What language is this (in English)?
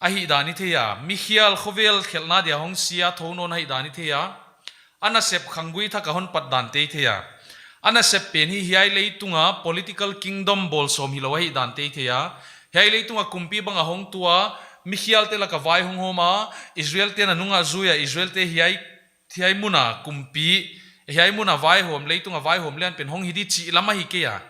Paite Chin